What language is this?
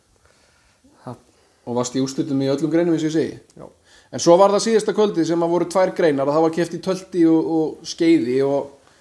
Icelandic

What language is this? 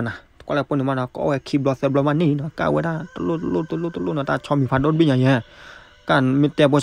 S'gaw Karen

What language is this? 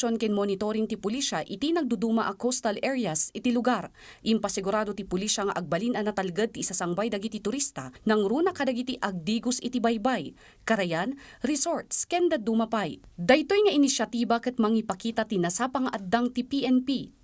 Iloko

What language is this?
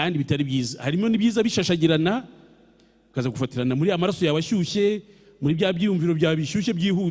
Kinyarwanda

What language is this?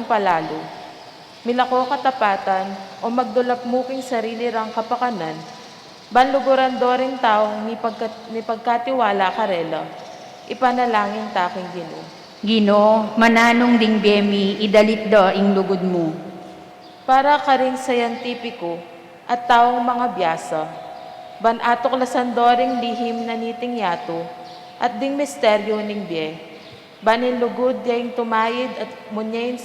Pampanga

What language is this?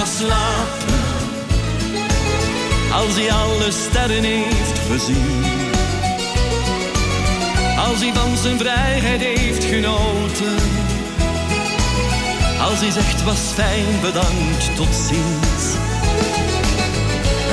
Dutch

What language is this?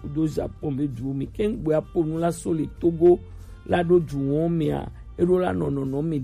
Gen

